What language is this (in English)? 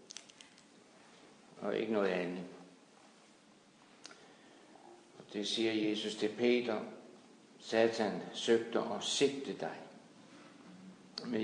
Danish